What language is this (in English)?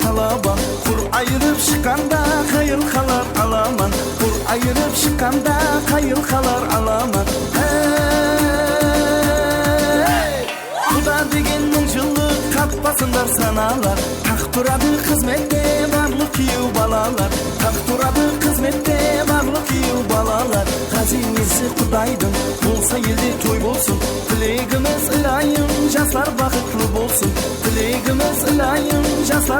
Kara-Kalpak